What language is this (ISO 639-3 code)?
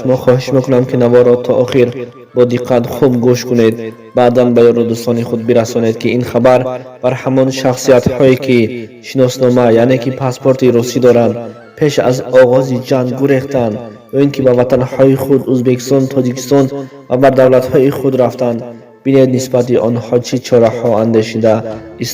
tgk